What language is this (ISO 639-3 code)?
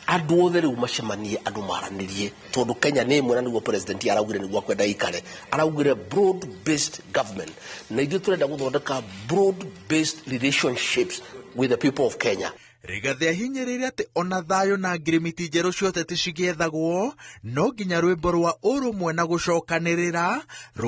kik